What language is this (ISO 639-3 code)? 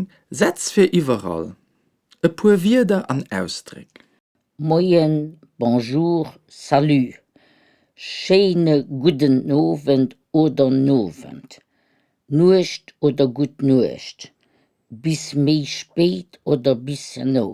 ltz